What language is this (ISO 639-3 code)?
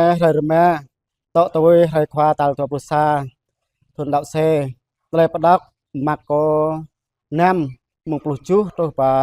jra